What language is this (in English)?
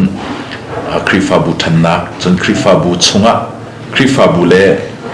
Hakha Chin